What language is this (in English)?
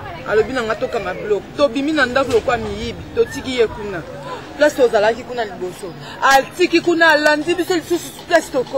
Lingala